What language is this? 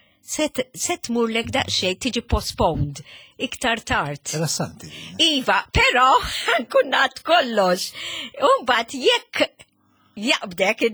Maltese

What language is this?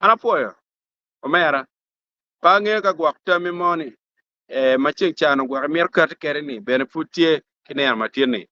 Acoli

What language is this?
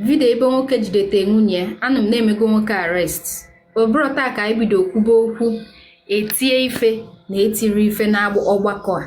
Igbo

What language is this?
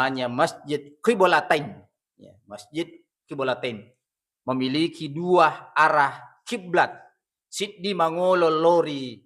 Buginese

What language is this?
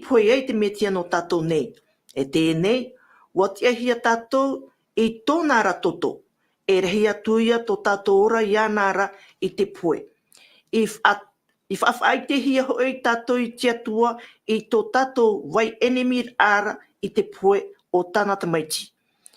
Tahitian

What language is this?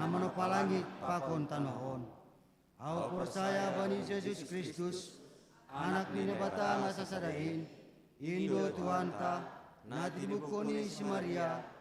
Batak Simalungun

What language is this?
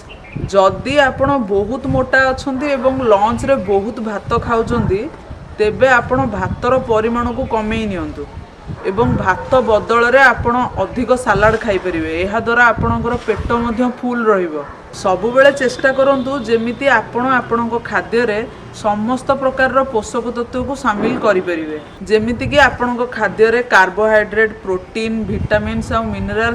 Odia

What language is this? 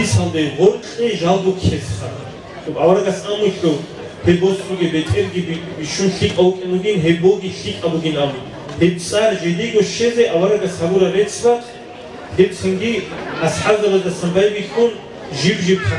Avaric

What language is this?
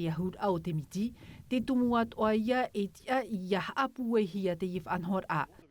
Tahitian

